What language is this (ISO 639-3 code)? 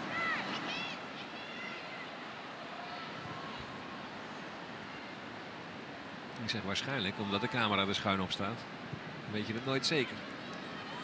nld